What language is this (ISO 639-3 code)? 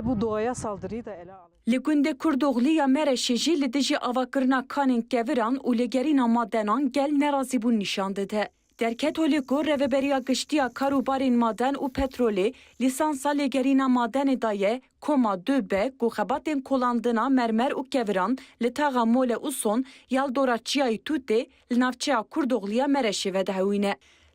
kur